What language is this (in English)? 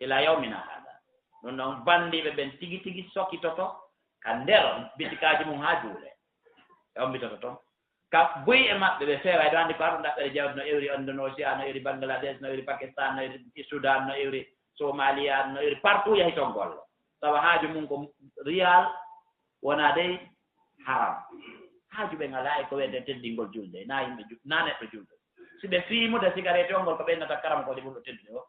Fula